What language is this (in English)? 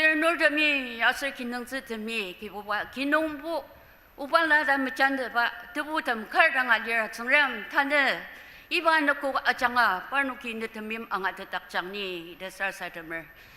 Ao Naga